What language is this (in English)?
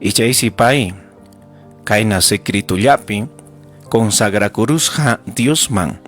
Ayacucho Quechua